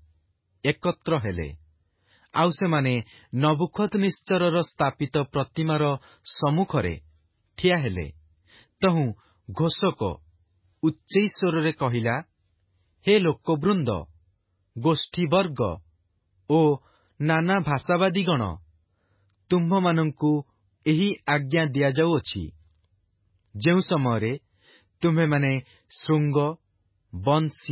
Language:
Odia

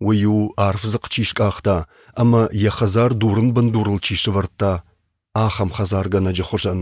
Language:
Ossetic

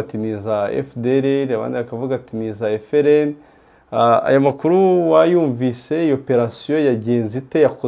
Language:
Kinyarwanda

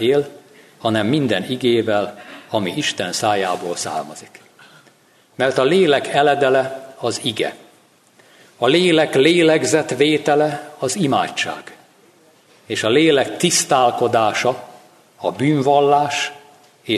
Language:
Hungarian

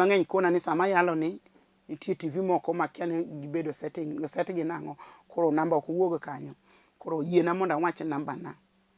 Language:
Luo (Kenya and Tanzania)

